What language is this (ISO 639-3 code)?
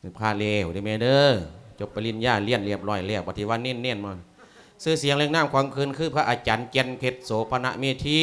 lao